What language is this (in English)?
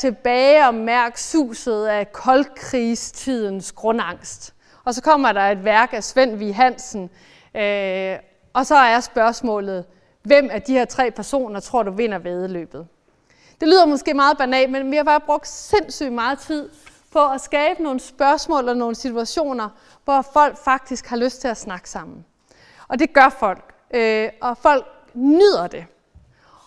Danish